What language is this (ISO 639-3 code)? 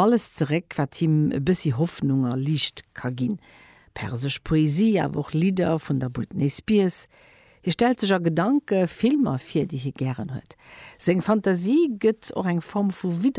ltz